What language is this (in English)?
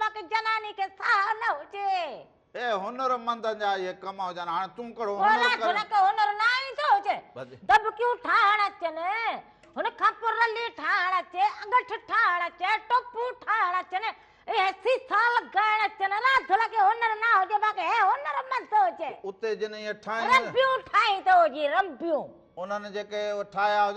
Sindhi